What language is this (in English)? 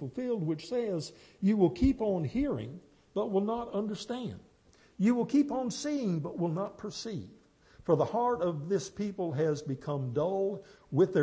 English